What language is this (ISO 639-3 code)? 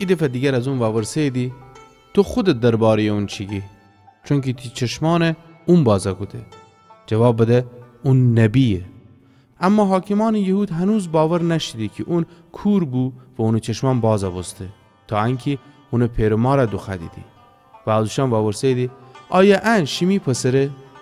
glk